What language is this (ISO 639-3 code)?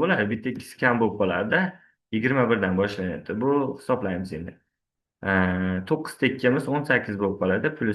uzb